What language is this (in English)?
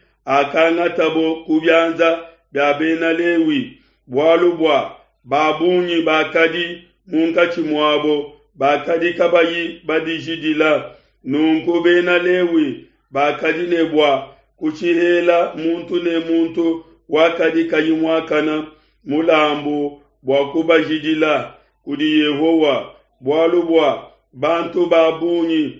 Luba-Lulua